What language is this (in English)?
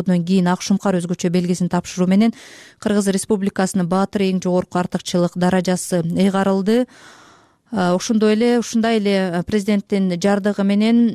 Kyrgyz